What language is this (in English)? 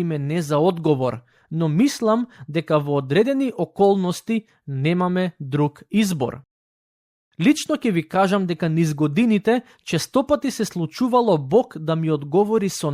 Macedonian